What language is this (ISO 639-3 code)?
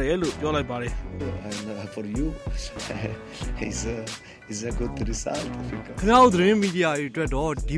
mya